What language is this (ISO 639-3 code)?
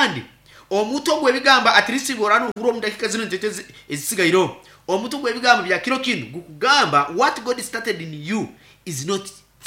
nyn